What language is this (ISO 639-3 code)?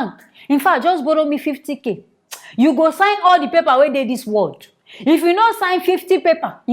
pcm